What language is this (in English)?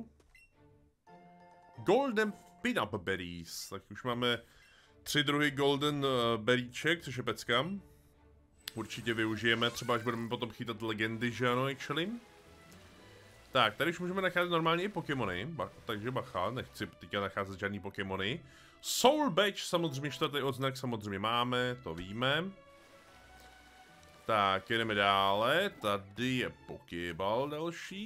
Czech